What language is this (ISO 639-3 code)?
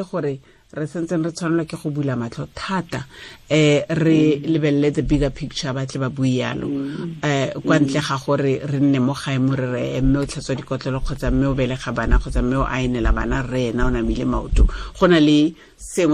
tsn